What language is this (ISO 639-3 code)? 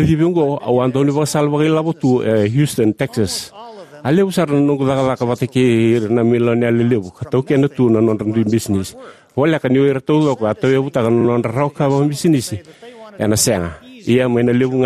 fij